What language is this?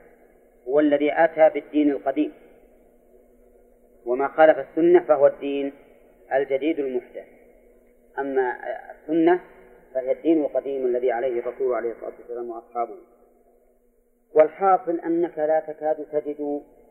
Arabic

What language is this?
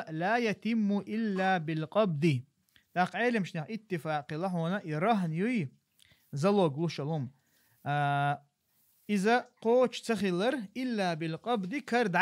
Chechen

